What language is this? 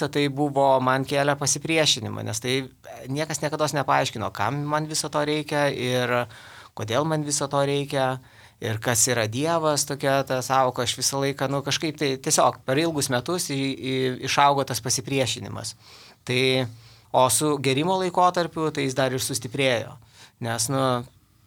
Lithuanian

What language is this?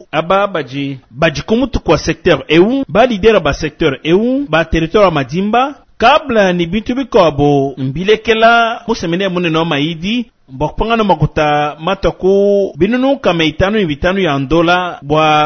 Luba-Lulua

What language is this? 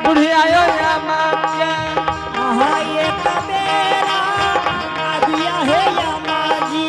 Angika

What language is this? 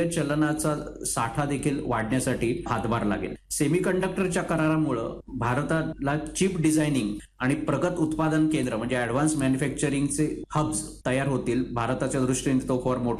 Marathi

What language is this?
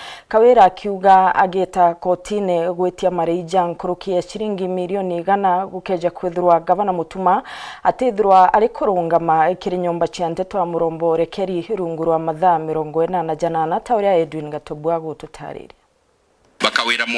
Meru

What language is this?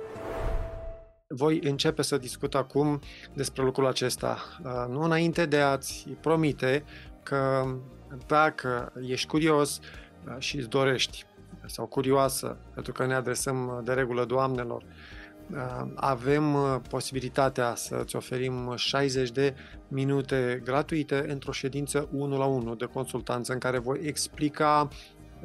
Romanian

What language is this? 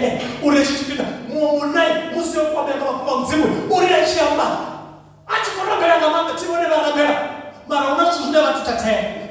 Venda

